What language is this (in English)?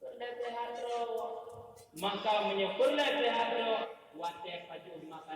Achinese